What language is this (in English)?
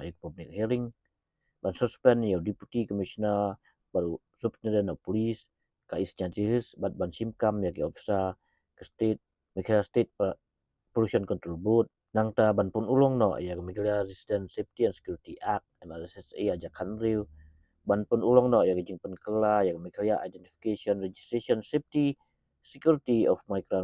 Khasi